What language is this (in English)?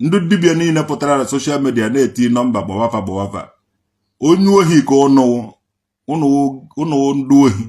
Igbo